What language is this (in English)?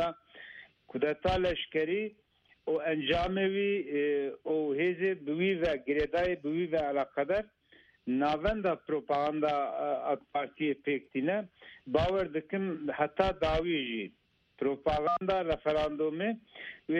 Kurdish